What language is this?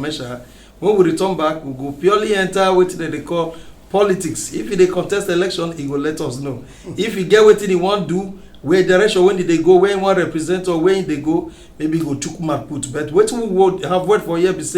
Nigerian Pidgin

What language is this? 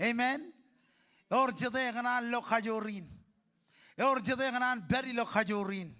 Marshallese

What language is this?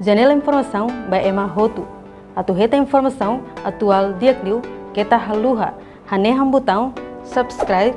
Tetum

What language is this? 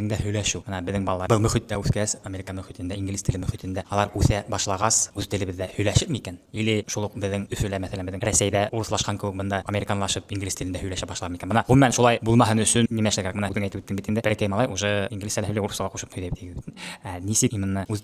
Bashkir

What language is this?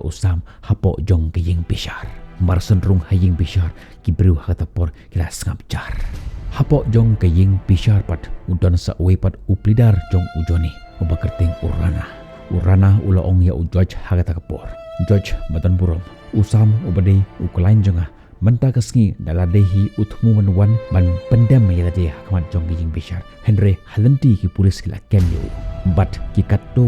Khasi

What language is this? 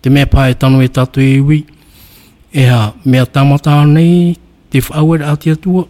Tahitian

